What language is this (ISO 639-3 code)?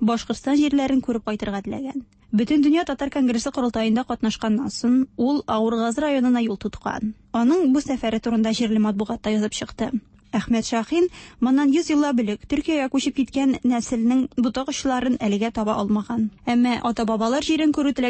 tat